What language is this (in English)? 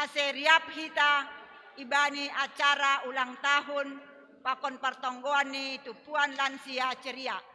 Batak Simalungun